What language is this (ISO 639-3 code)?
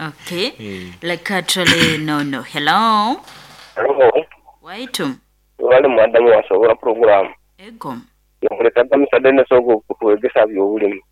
nyo